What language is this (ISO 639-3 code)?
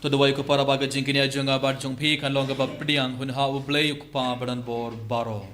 kha